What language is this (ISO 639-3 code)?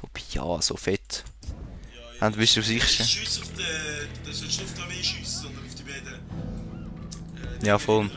gsw